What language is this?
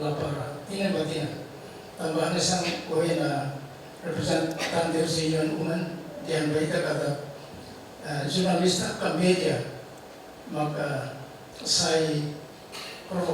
Tetum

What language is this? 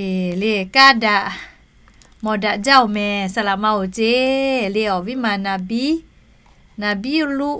Lahu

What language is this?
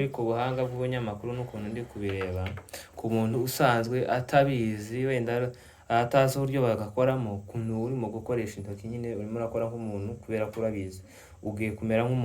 Kinyarwanda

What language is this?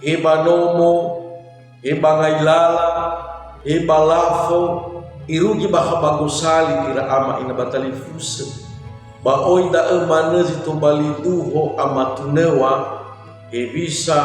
Nias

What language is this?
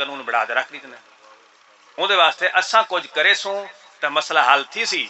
Saraiki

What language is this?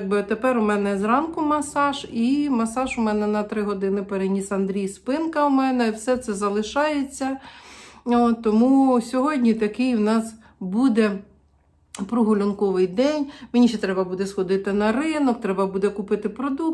Ukrainian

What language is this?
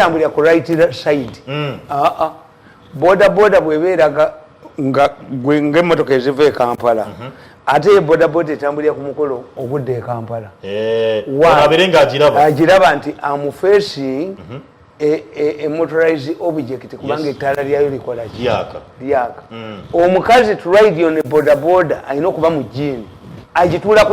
Ganda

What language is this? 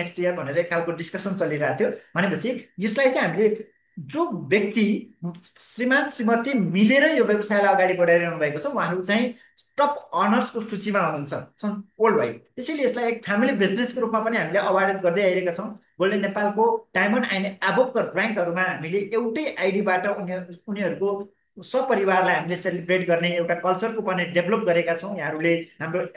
Nepali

